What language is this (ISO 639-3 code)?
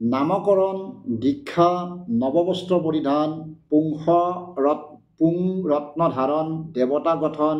asm